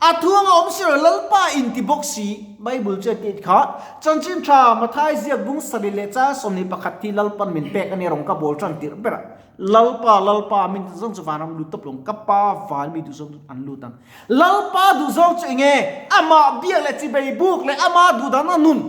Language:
Mizo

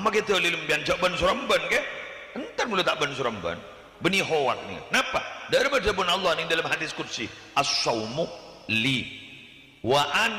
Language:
Madurese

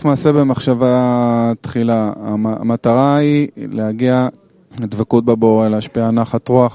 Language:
Hebrew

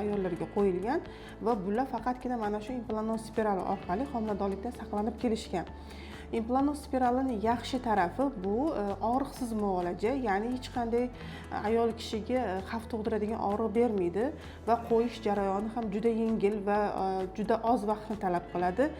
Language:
Uzbek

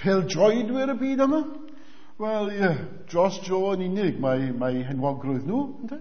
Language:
Welsh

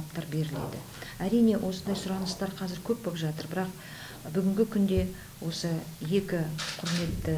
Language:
Kazakh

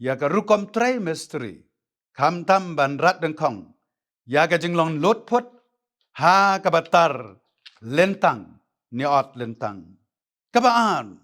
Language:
Khasi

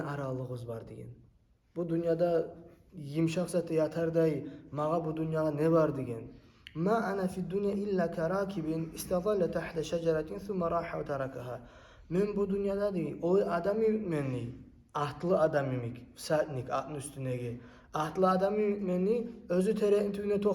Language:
Kumyk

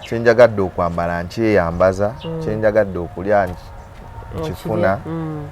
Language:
Ganda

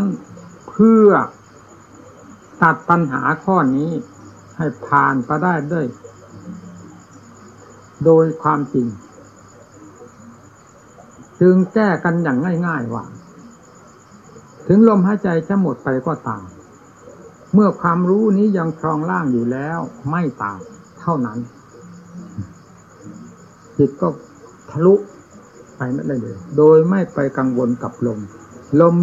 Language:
Thai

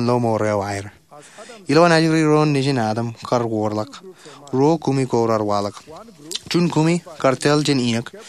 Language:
Marshallese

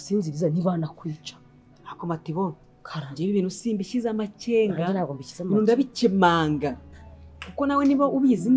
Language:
Kinyarwanda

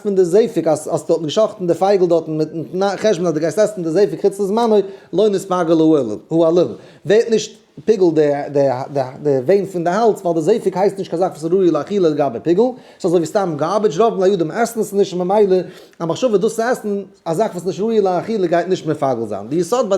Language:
Yiddish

